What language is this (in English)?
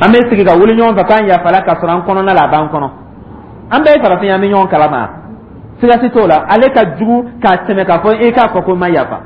Dyula